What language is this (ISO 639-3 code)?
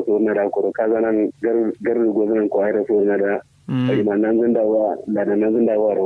kau